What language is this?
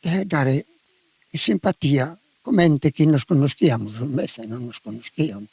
Sardinian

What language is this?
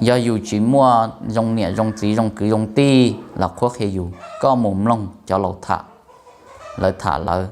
Hmong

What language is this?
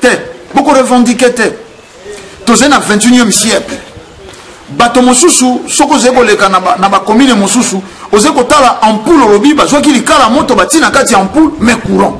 Lingala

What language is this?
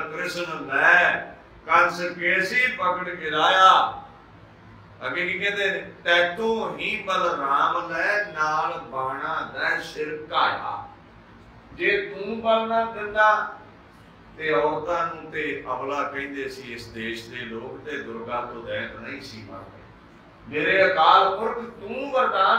Punjabi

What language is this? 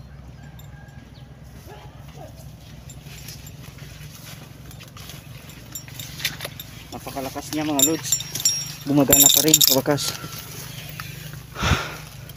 Filipino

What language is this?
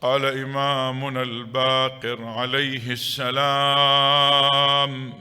Mesopotamian Arabic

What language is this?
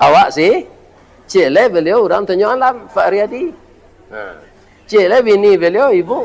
Minangkabau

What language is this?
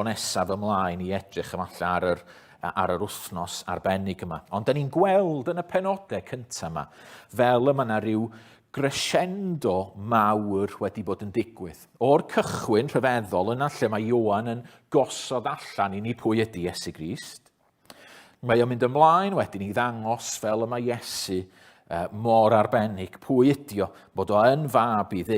Welsh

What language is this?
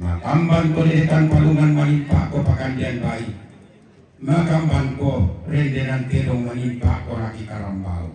Toraja-Sa'dan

